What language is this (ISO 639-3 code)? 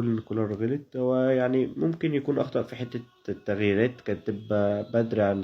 arz